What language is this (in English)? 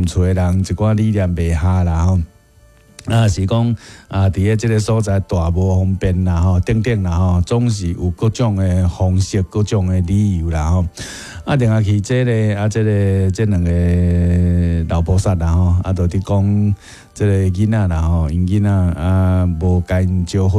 Min Nan Chinese